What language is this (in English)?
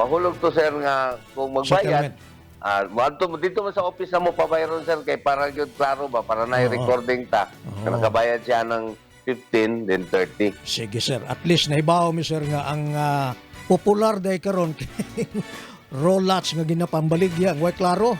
Cebuano